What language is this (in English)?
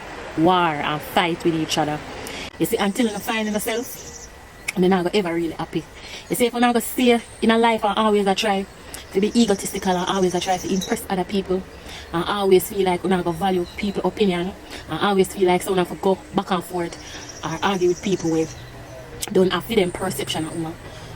Jamaican Creole English